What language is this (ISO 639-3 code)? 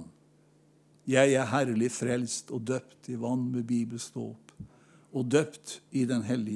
nor